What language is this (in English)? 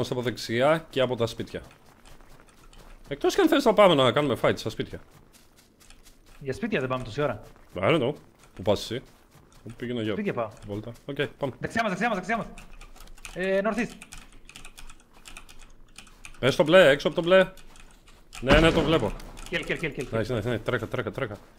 Greek